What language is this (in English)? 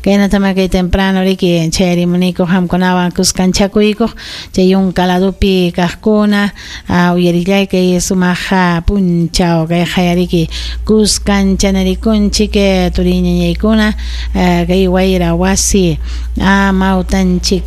Ayacucho Quechua